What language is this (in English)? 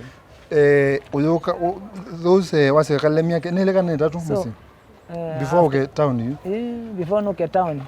Kamba